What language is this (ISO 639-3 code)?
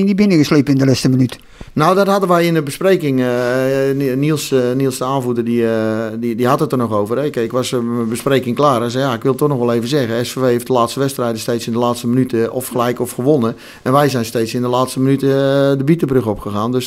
nld